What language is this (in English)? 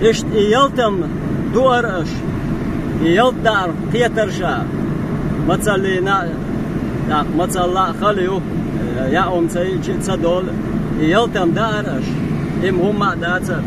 Chechen